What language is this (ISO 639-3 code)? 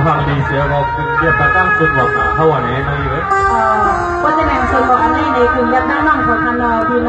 shn